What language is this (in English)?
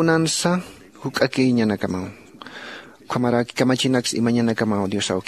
Aymara